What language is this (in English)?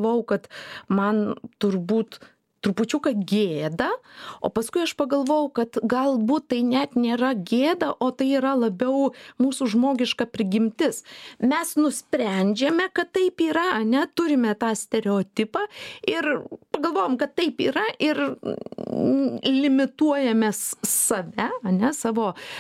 Lithuanian